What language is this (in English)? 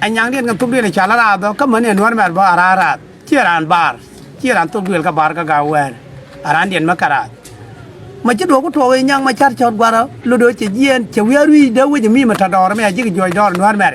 Nuer